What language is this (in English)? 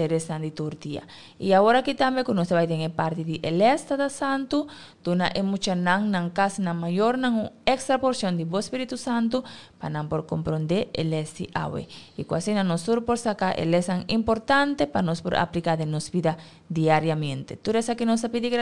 Papiamento